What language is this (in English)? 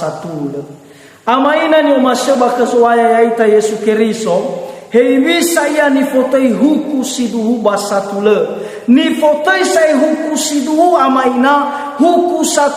Nias